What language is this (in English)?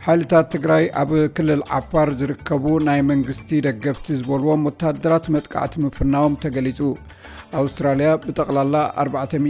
Tigrinya